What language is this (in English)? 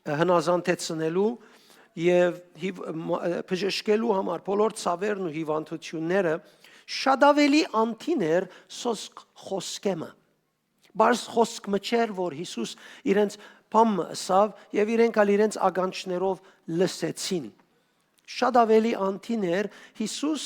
Western Armenian